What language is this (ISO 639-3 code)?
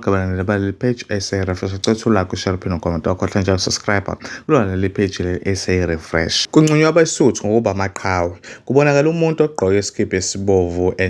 zul